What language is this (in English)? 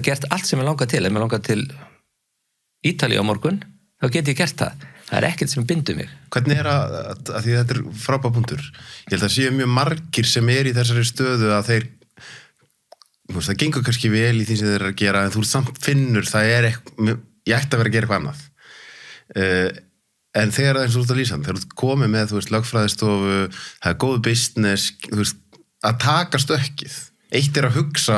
Icelandic